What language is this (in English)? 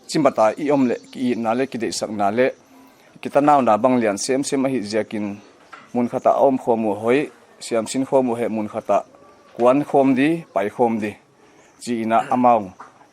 Paite Chin